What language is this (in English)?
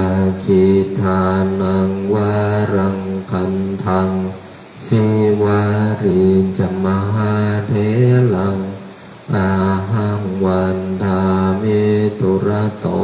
Pali